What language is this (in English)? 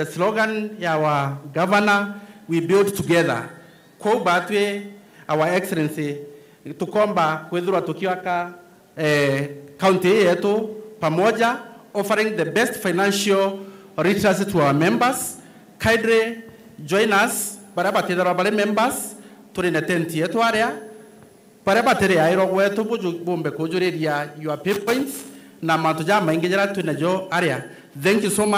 Meru